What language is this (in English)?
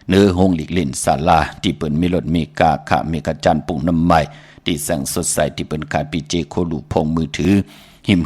Shan